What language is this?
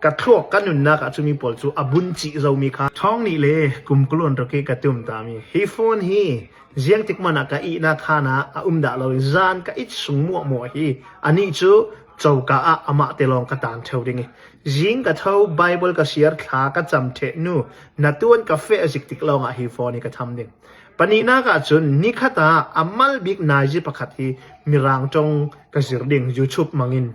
Hakha Chin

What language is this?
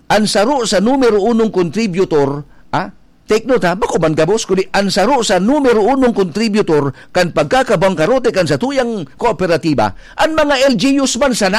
Bikol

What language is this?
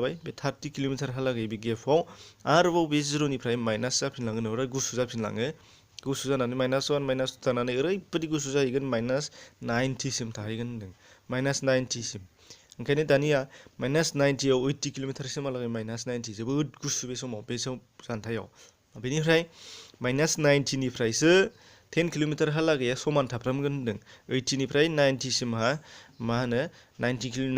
Bodo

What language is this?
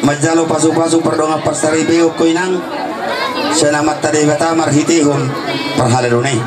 Batak Toba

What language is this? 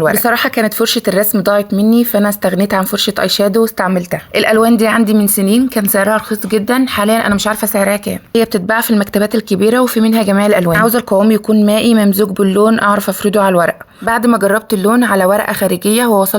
Egyptian Arabic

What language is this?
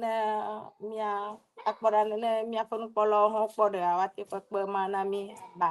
Ewe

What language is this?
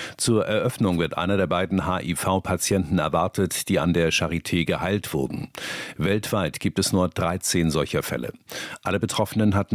German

